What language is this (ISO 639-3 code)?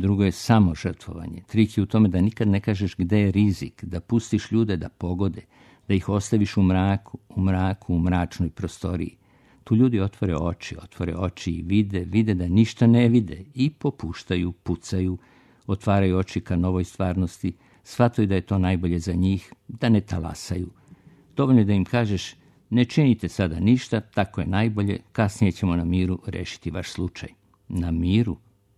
srp